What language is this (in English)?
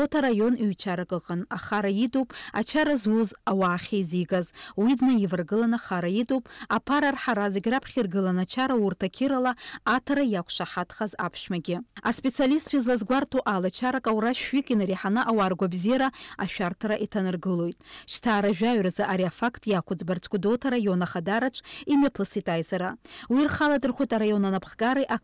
Abkhazian